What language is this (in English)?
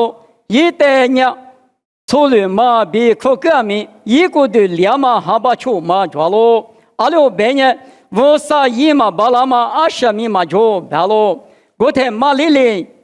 Lisu